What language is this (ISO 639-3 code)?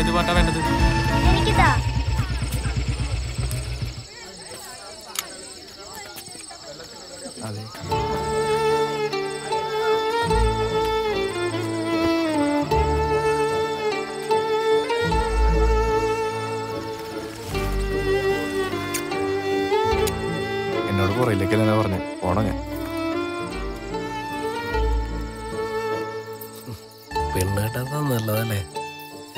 mal